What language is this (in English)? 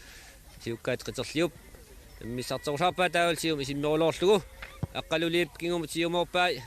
Kalaallisut